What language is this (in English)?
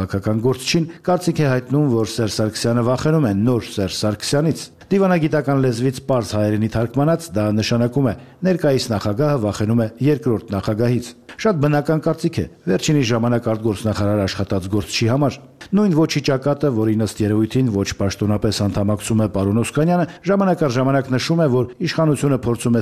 Armenian